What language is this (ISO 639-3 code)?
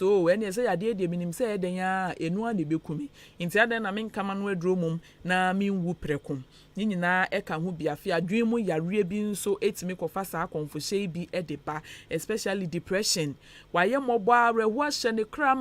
aka